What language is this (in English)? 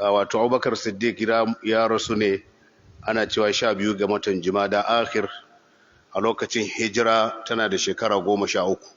Hausa